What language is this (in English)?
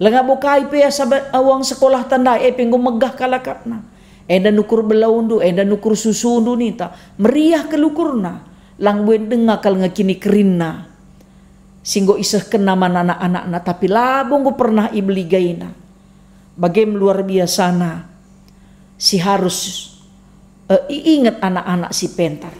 Batak Karo